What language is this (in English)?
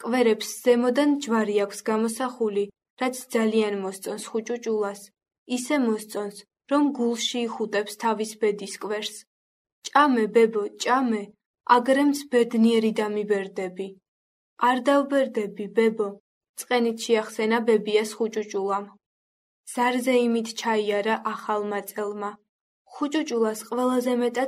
Georgian